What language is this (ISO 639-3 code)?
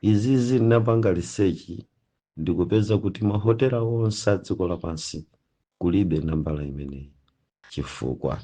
nya